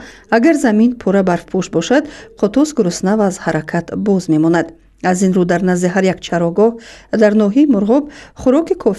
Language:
Tajik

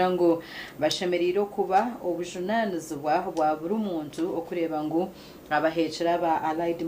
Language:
Nyankole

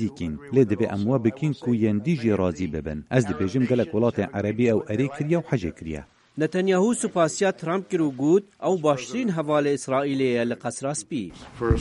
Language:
Kurdish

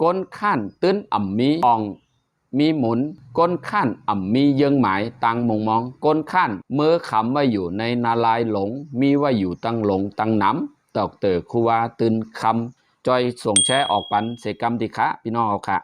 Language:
Shan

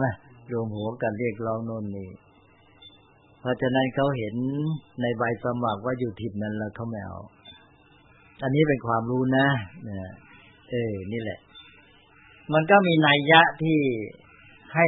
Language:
Thai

